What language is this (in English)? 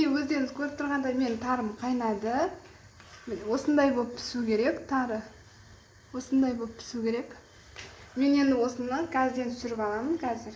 Kazakh